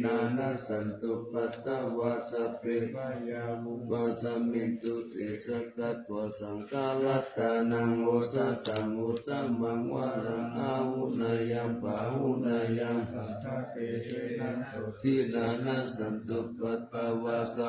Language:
Pali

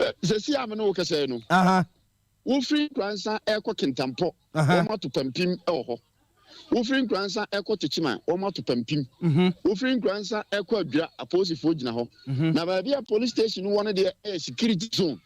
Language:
Akan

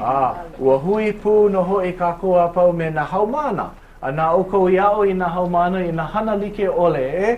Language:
Hawaiian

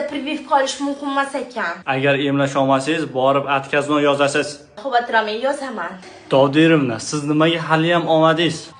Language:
Uzbek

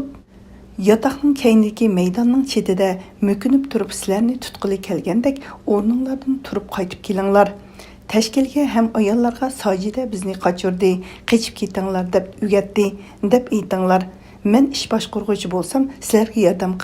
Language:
Uyghur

